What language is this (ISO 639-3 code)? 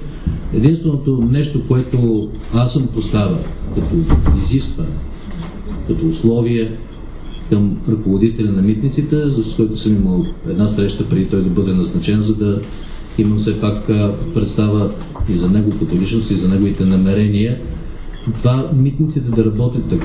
bul